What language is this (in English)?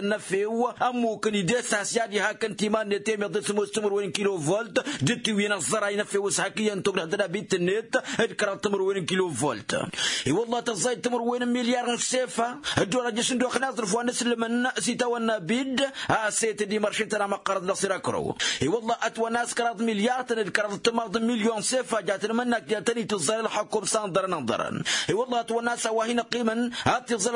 Tamasheq